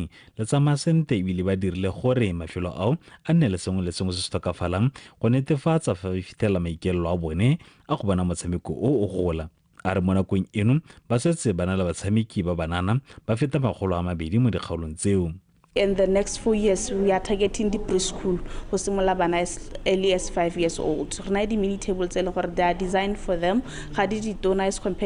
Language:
Tswana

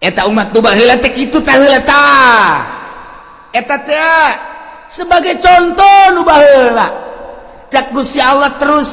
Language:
Sundanese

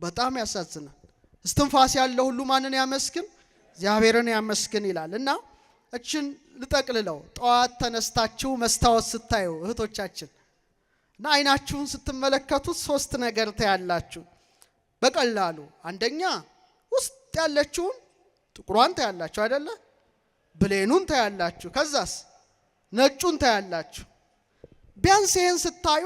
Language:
Amharic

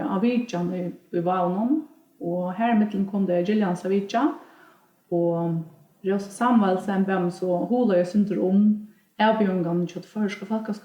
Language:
Faroese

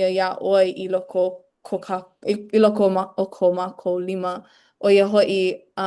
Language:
Hawaiian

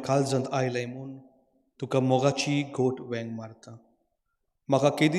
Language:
Konkani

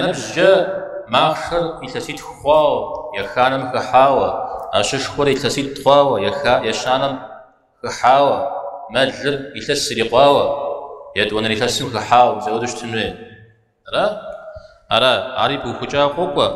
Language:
Kabardian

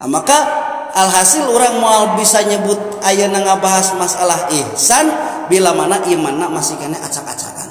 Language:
Sundanese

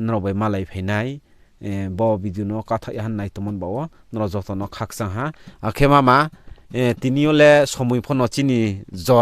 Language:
Riang (India)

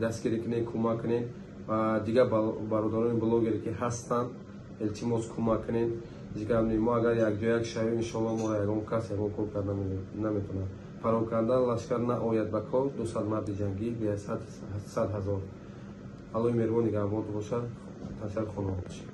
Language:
Tajik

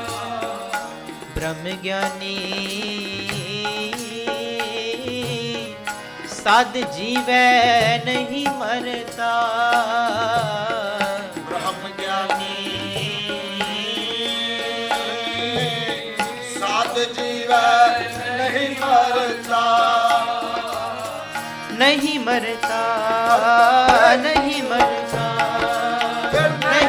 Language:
Punjabi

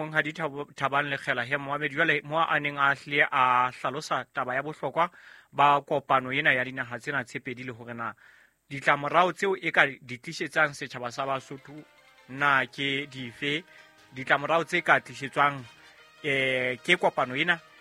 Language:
Southern Sotho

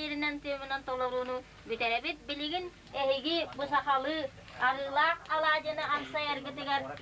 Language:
Yakut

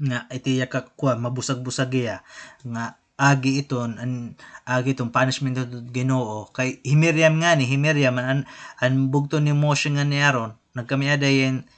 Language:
Waray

